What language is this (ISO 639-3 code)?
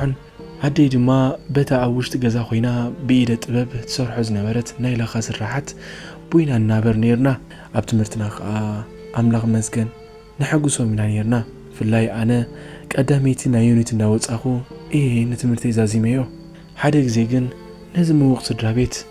tir